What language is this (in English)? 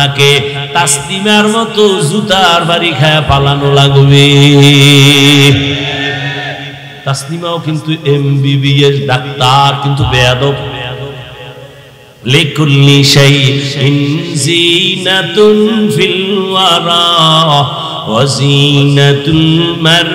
Bangla